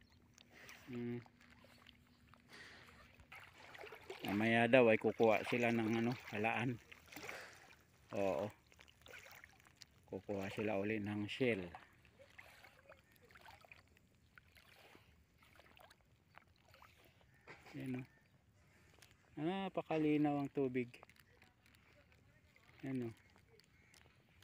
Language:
Filipino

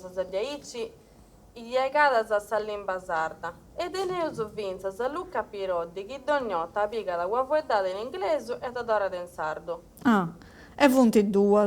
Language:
Sardinian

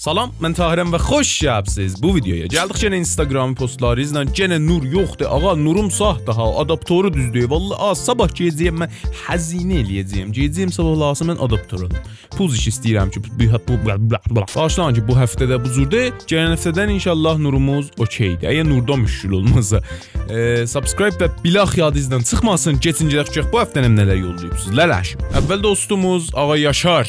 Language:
South Azerbaijani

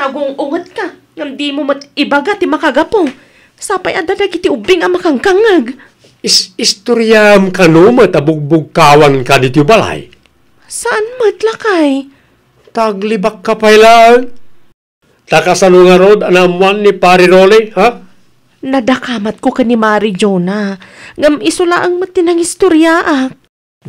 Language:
Iloko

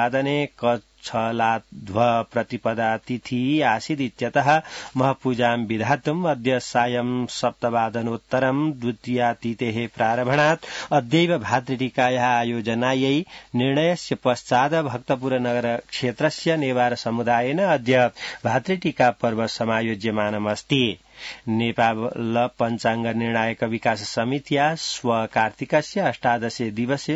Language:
Sanskrit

